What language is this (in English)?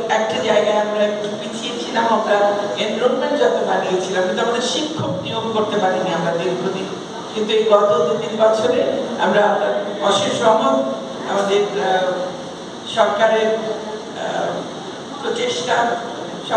Bangla